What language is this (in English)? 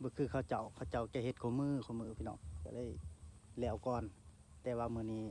Northeastern Thai